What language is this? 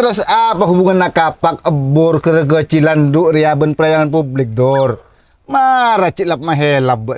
Madurese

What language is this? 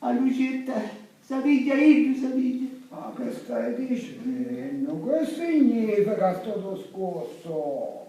Sicilian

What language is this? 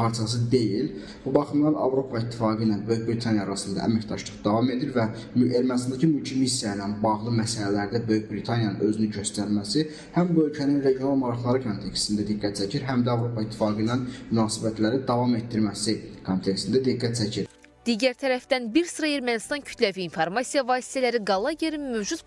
Azerbaijani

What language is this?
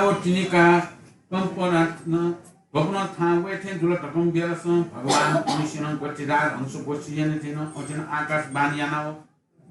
Newari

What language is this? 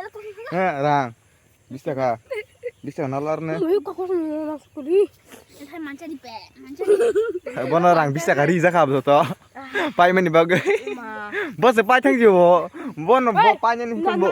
Kok Borok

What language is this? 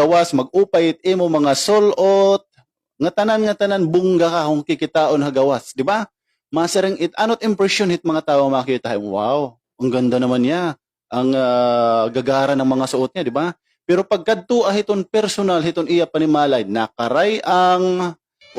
Waray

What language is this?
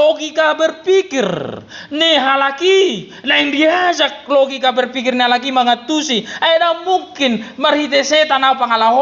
Batak Toba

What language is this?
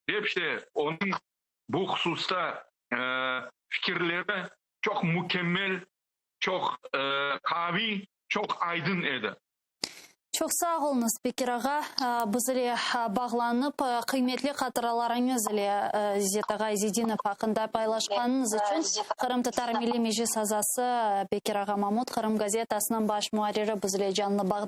Crimean Tatar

